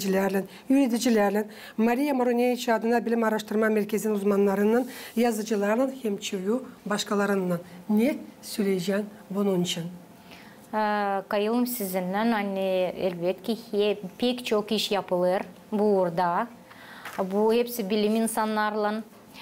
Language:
Gagauz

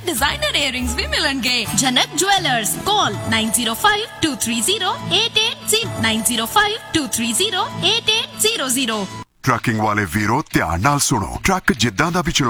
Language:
Punjabi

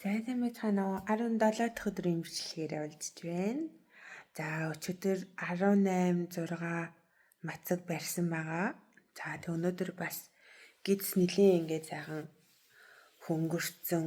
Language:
Mongolian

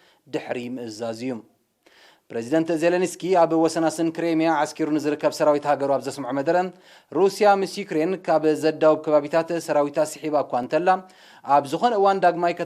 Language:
Tigrinya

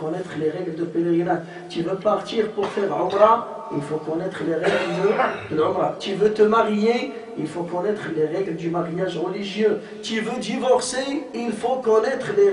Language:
French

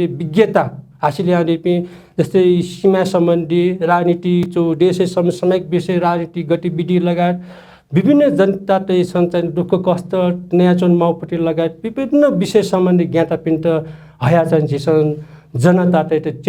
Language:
Newari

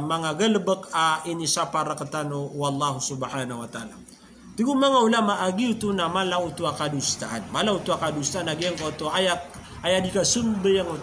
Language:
Maranao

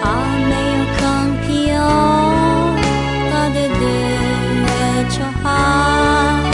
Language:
Akha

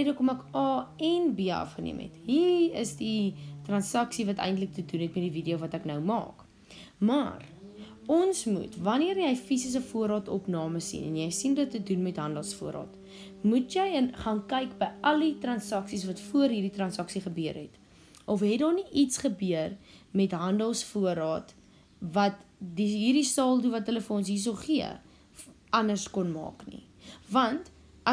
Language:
Afrikaans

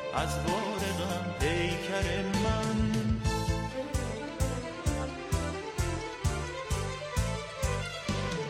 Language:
Persian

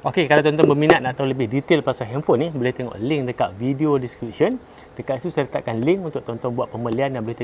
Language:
Malay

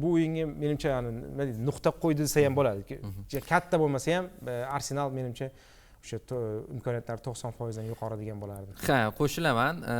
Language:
Uzbek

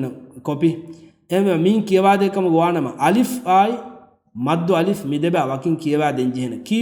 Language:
Divehi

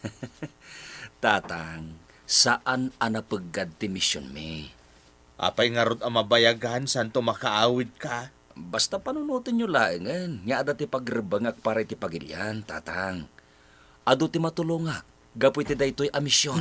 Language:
Iloko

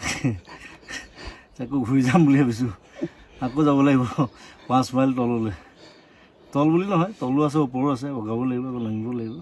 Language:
Assamese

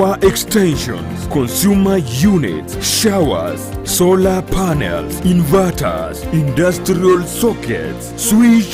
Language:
Gusii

